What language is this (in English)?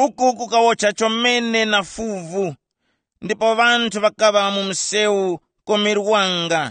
Tumbuka